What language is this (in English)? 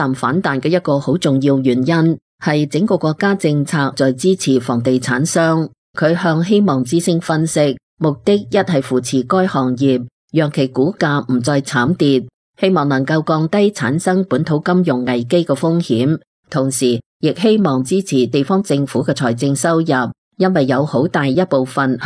Cantonese